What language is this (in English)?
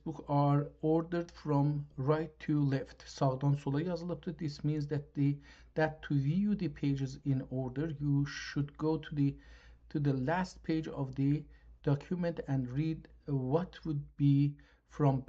South Azerbaijani